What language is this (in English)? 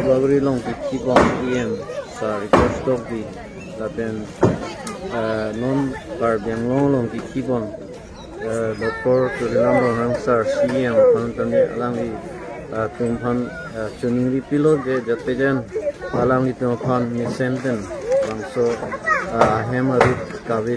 Karbi